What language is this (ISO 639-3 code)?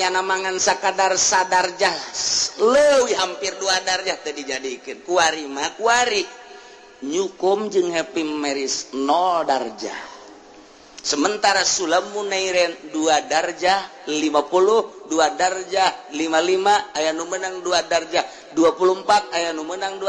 sun